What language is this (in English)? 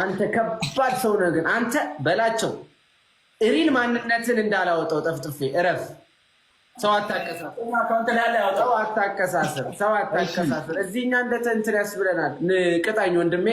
Amharic